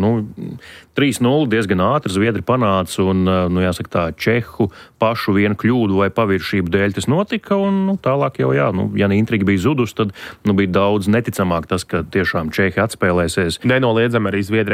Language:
Latvian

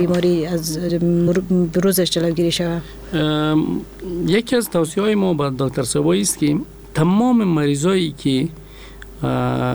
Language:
Persian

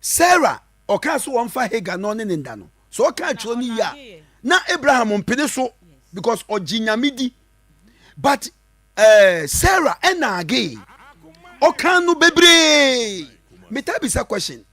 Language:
Akan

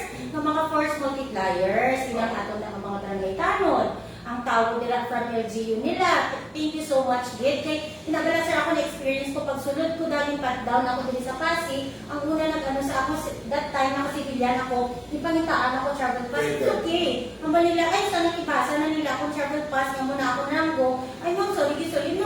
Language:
Hiligaynon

